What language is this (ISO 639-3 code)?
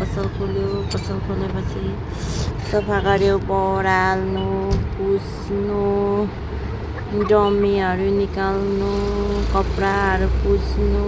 nep